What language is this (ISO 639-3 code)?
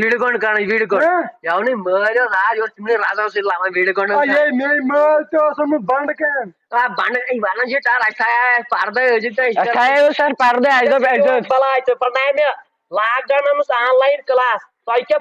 kas